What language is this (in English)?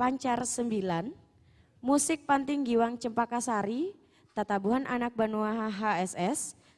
Banjar